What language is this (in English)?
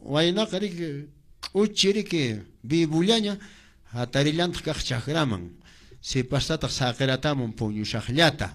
Quechua